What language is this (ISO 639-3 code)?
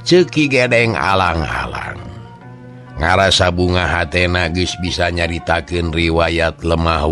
sun